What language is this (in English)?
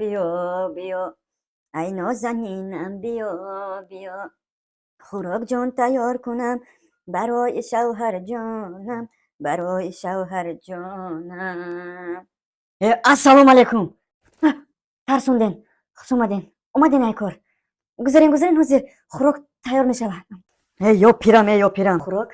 Tajik